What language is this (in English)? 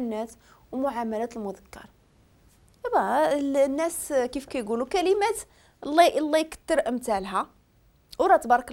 Moroccan Arabic